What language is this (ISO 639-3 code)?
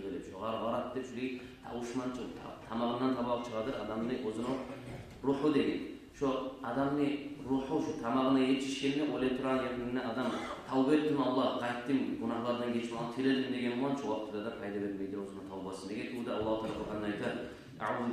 kum